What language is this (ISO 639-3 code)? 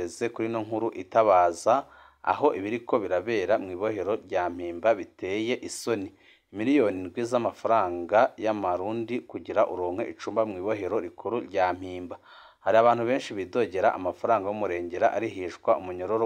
run